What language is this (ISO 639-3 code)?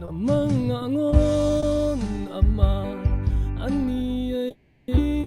cfm